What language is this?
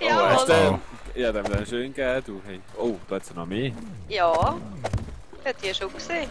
Swiss German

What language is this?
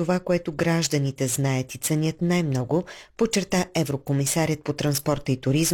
Bulgarian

